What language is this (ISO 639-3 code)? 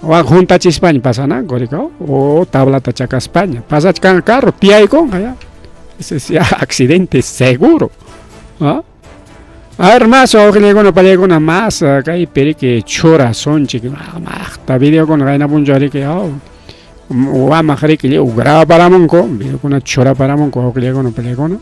quy